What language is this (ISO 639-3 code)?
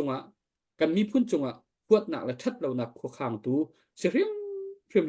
cnh